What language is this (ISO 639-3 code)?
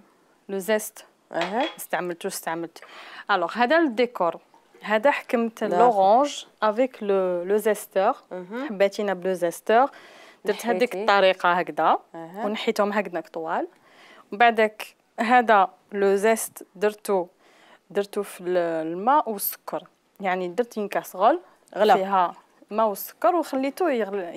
arq